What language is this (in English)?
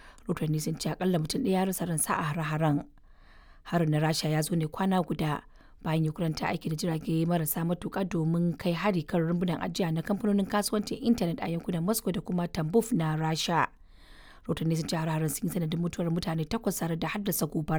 Hausa